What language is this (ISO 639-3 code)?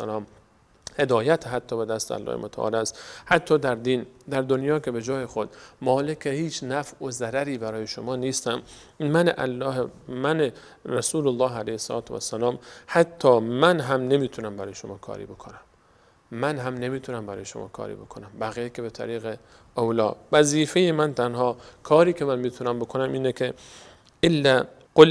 fas